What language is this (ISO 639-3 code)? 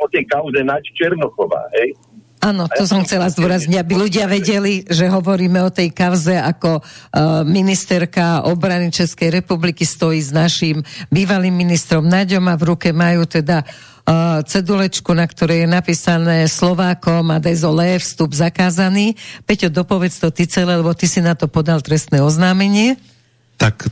slk